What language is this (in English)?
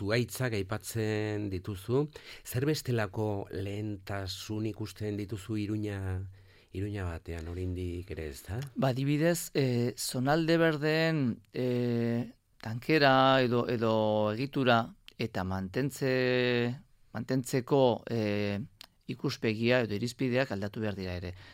Basque